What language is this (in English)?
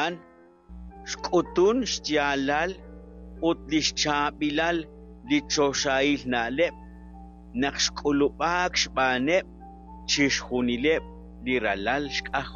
Kekchí